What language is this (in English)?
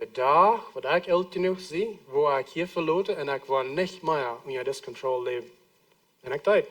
Plautdietsch